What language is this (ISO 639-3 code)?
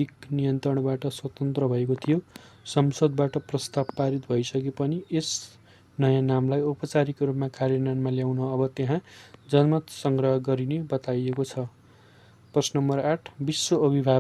nep